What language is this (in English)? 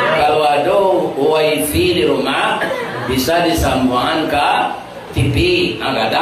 Minangkabau